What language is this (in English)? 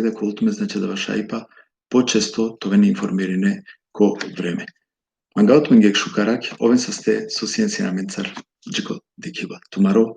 Balkan Romani